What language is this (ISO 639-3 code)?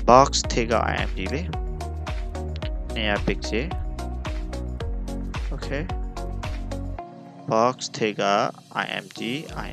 mya